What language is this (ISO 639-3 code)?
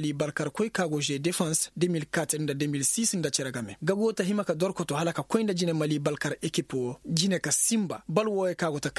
ses